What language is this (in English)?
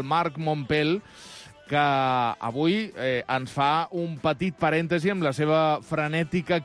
Catalan